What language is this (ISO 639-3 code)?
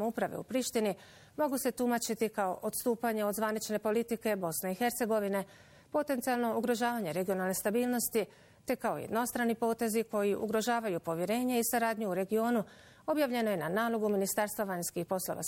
bos